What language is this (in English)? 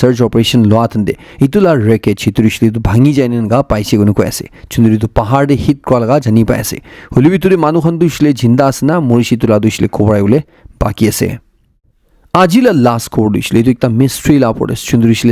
Naga Pidgin